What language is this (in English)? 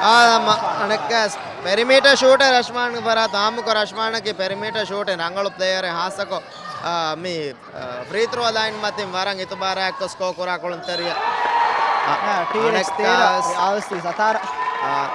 Divehi